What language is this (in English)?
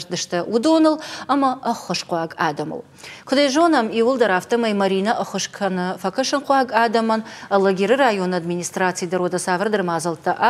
Ossetic